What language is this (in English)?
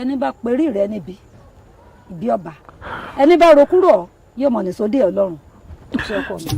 Yoruba